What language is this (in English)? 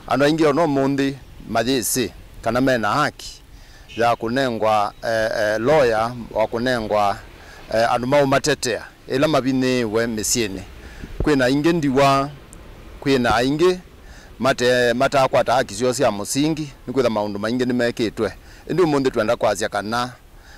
Kamba